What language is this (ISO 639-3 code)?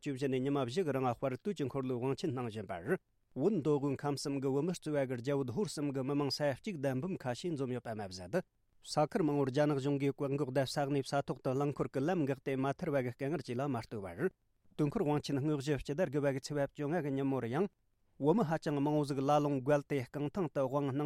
bod